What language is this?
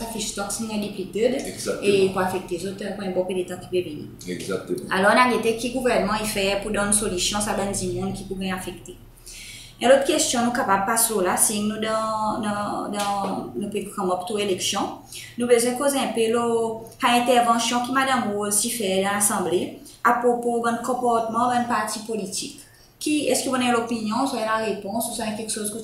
Seselwa Creole French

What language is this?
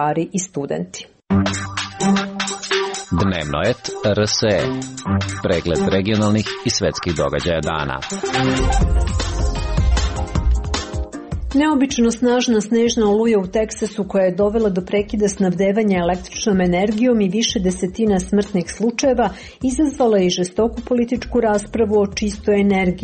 Serbian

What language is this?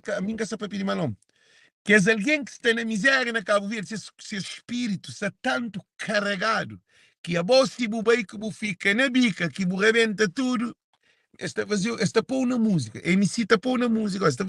Kabuverdianu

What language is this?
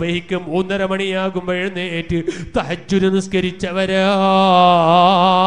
Malayalam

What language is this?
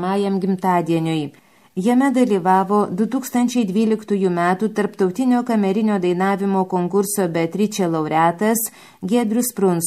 Lithuanian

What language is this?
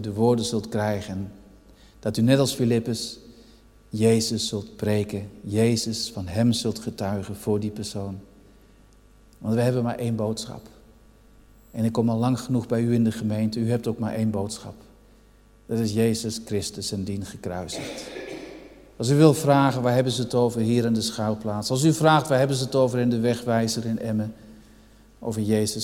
Dutch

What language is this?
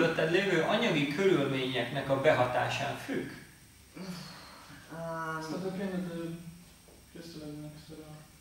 Hungarian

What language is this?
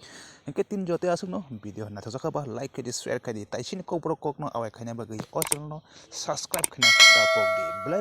Kok Borok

